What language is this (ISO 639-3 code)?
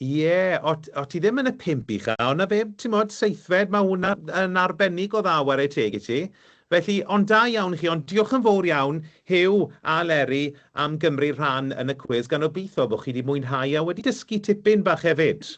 cym